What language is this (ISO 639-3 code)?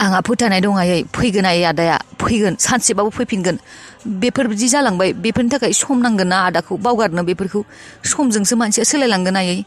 brx